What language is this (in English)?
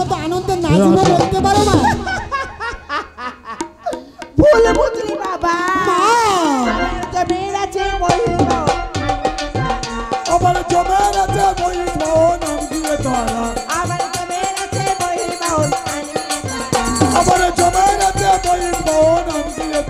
Bangla